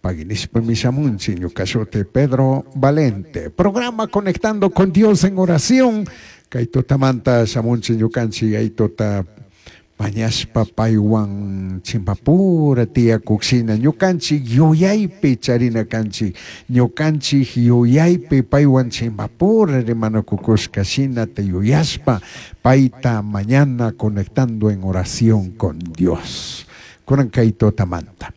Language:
Chimborazo Highland Quichua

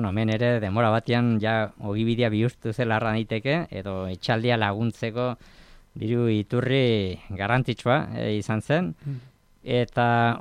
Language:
Basque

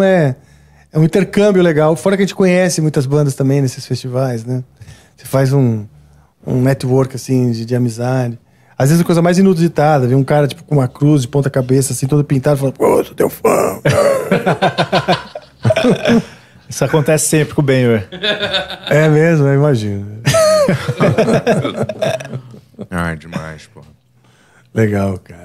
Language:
Portuguese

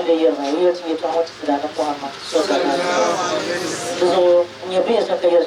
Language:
Dagbani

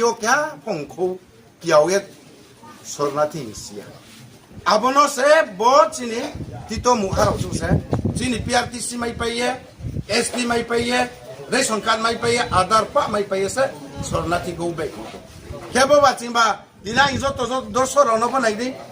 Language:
Riang (India)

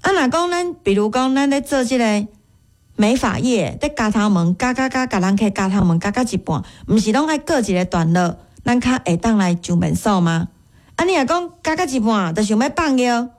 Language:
Min Nan Chinese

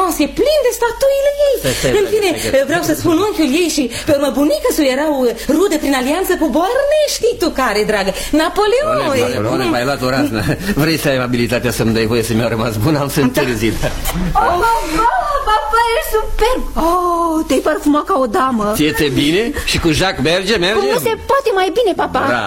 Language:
Romanian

